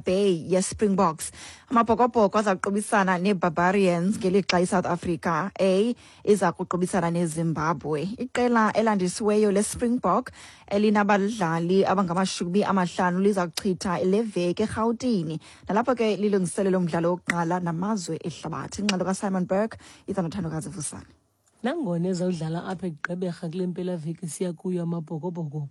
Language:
Xhosa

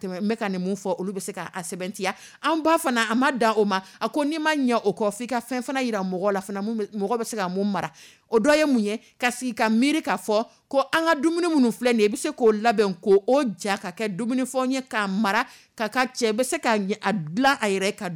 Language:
Dyula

